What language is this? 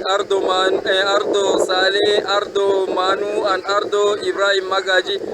Cameroon Pidgin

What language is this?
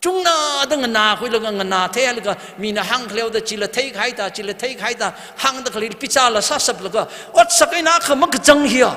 Tangkhul Naga (India)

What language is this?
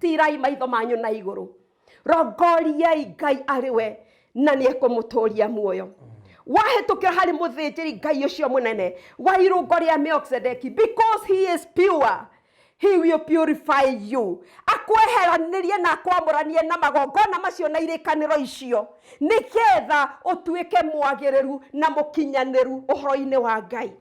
Kikuyu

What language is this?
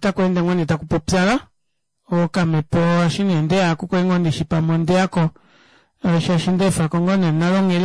Kuanyama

